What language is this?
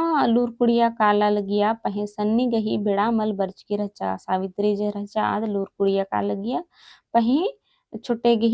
Kurukh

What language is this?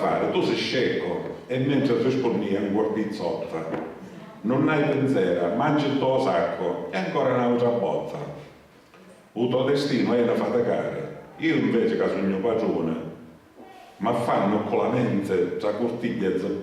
Sicilian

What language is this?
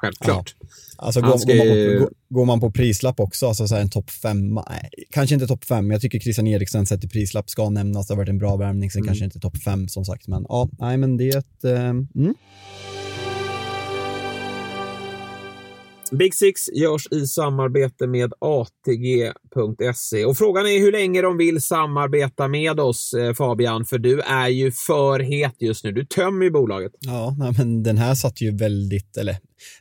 Swedish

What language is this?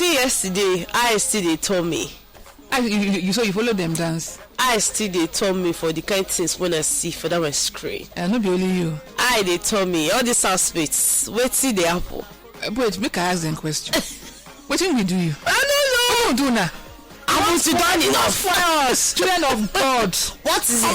Nigerian Pidgin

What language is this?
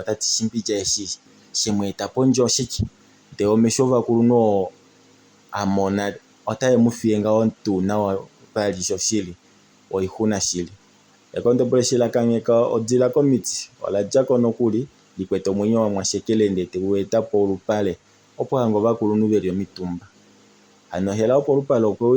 Kuanyama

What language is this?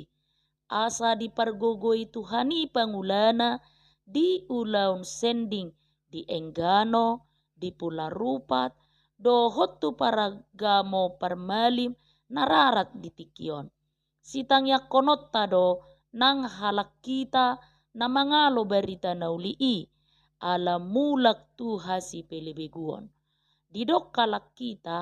Batak Toba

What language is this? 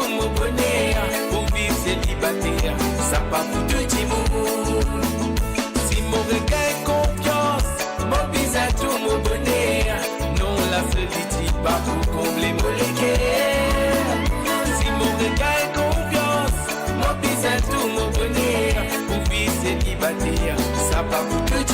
Morisyen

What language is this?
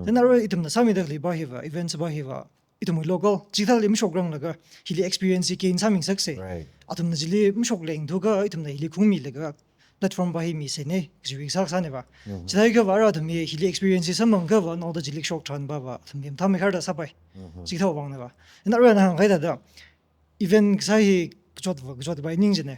Tangkhul Naga (India)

